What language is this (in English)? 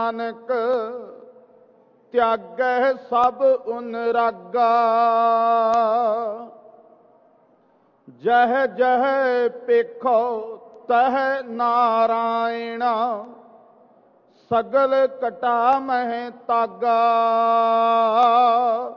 Punjabi